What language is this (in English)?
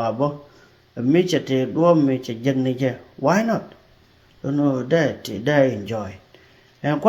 Nuer